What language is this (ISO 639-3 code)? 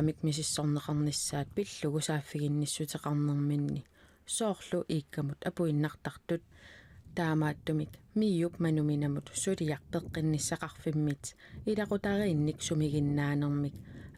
kal